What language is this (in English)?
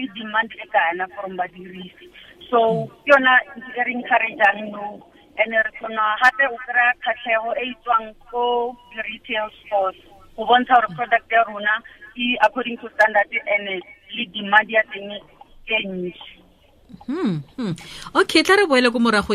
Tswana